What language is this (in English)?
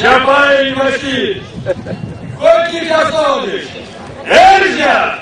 Erzya